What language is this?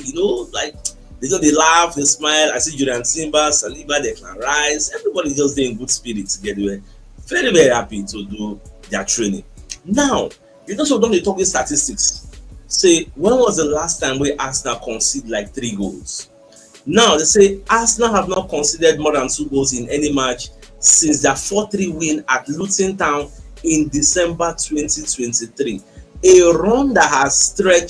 Nigerian Pidgin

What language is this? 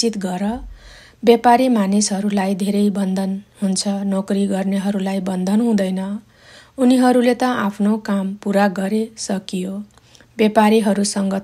Nepali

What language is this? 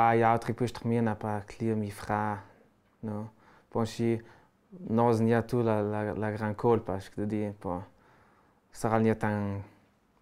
Ladin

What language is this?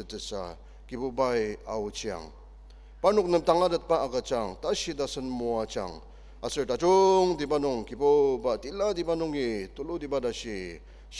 Ao Naga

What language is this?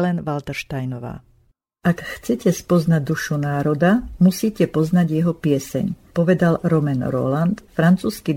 Slovak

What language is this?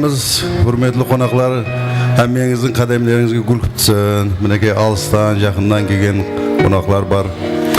Kara-Kalpak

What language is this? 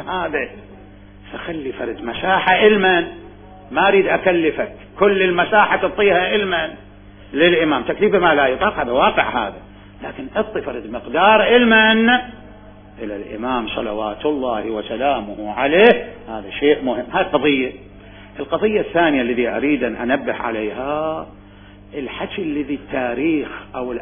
Mesopotamian Arabic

